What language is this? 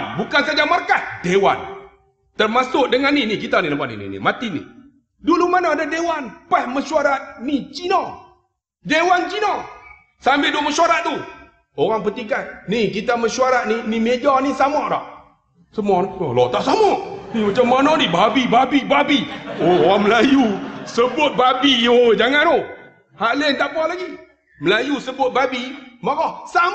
Malay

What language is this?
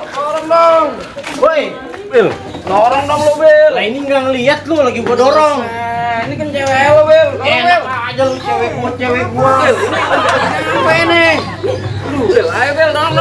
Betawi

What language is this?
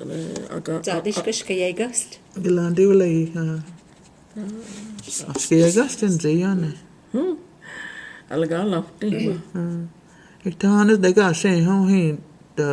Cherokee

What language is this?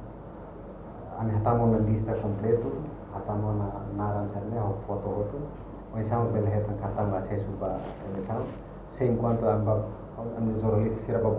Tetum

